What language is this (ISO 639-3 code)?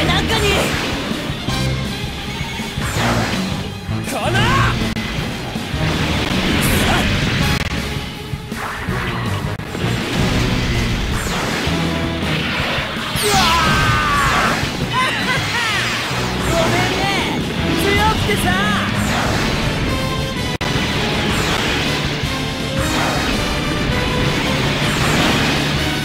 jpn